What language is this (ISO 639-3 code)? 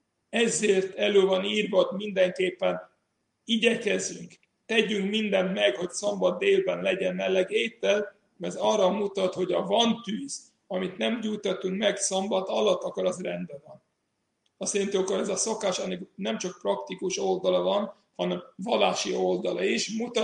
hun